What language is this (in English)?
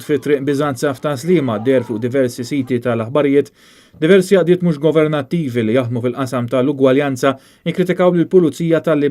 Maltese